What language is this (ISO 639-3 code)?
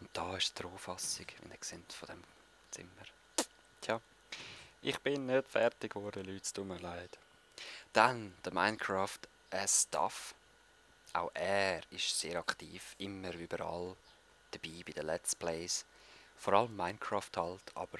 gsw